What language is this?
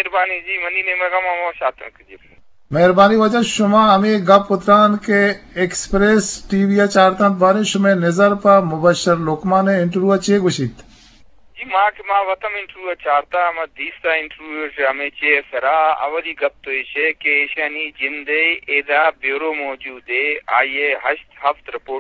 Eastern Balochi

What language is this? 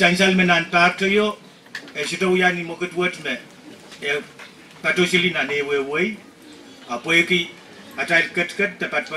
Pohnpeian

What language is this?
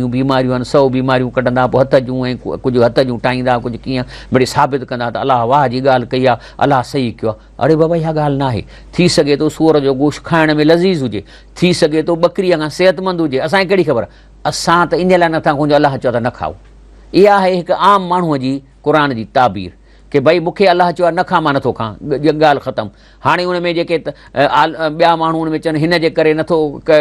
Sindhi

